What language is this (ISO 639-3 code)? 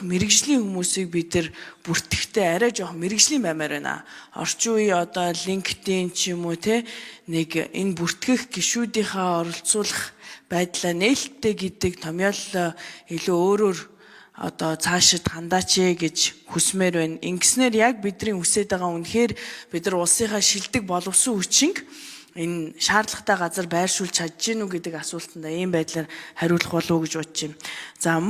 mon